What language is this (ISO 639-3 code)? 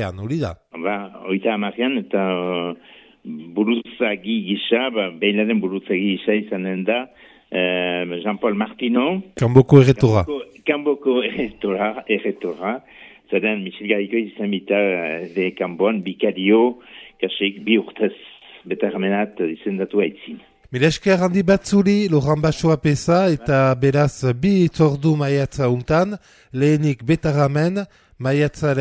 eus